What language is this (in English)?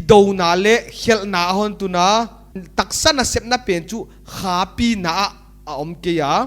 Paite Chin